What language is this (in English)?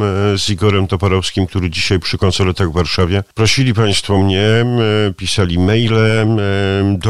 Polish